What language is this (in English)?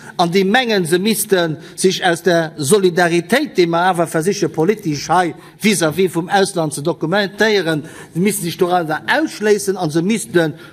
Luxembourgish